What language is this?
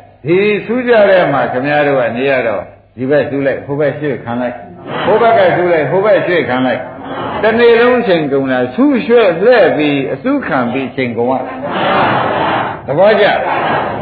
Burmese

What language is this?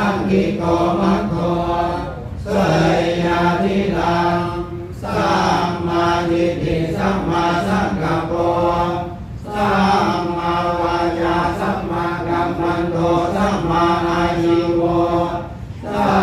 Pali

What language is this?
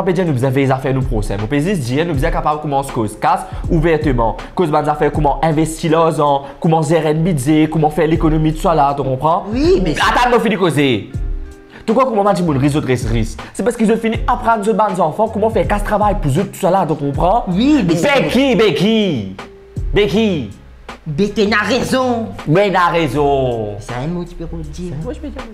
Morisyen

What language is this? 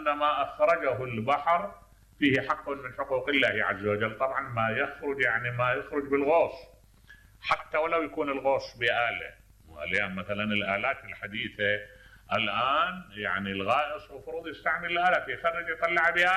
Mesopotamian Arabic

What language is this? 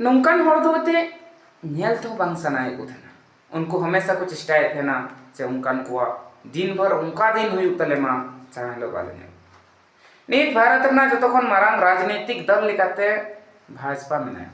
Santali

